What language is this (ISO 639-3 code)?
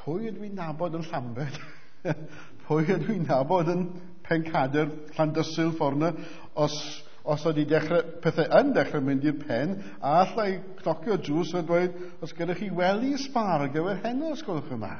cym